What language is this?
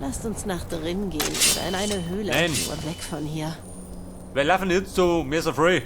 Bavarian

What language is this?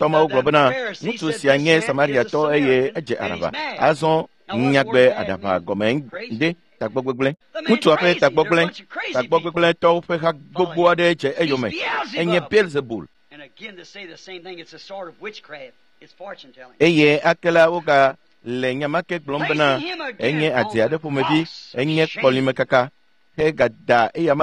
Ewe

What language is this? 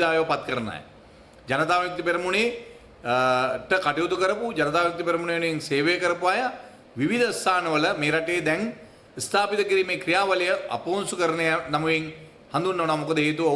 Sinhala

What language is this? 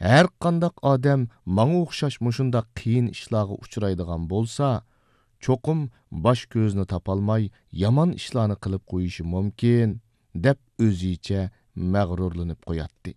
Uyghur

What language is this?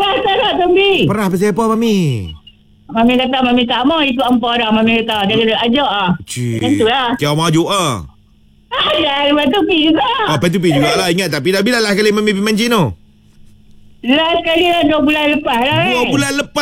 Malay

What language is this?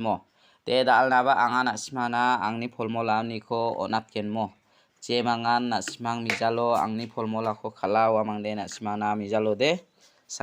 Garo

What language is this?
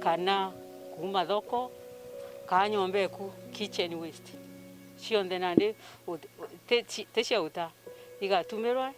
Meru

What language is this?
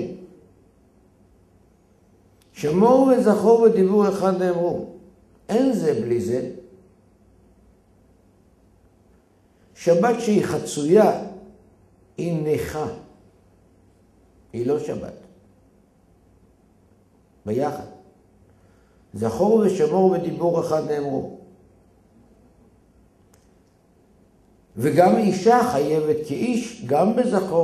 Hebrew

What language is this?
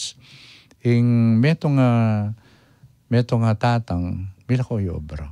Pampanga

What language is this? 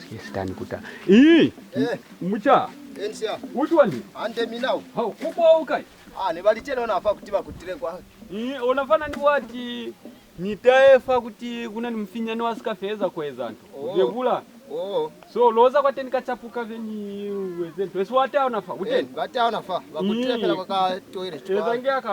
Lozi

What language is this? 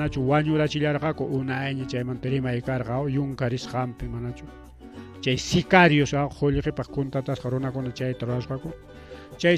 Ayacucho Quechua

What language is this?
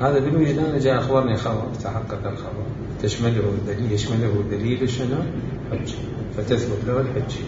Mesopotamian Arabic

